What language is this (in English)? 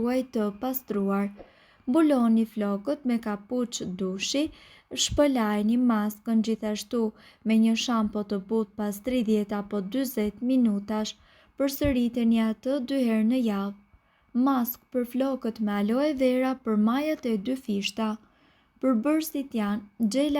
Albanian